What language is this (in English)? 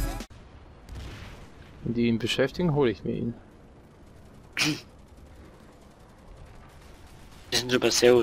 German